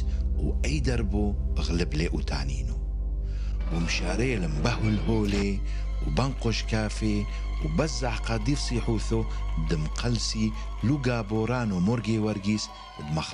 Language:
Turoyo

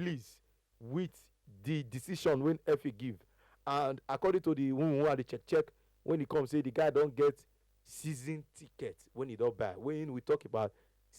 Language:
Nigerian Pidgin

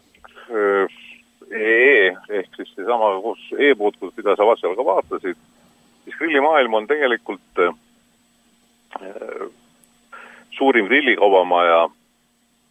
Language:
Estonian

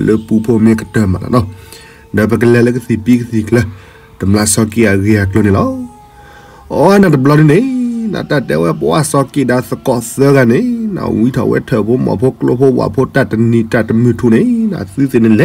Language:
S'gaw Karen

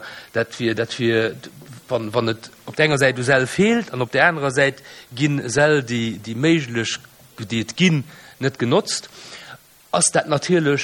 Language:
Luxembourgish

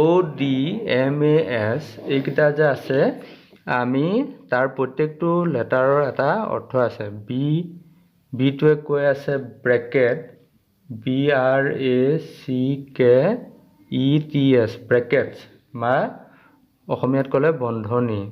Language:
Assamese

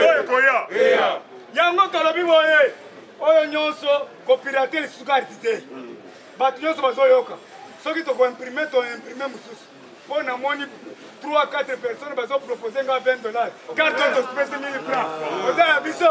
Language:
Lingala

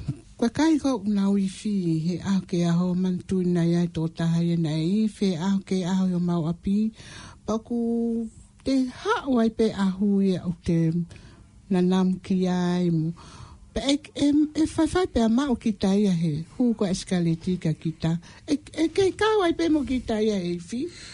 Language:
Tongan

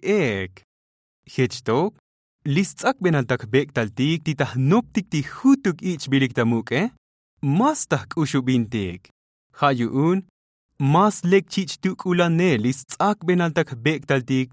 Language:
Tzotzil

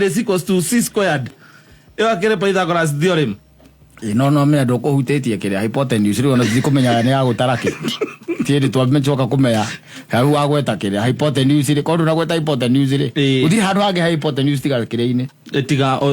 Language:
Kikuyu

